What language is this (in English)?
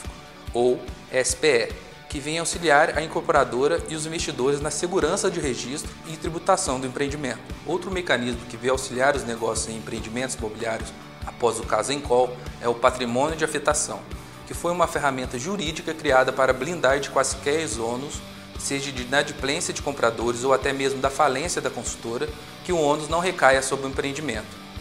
Portuguese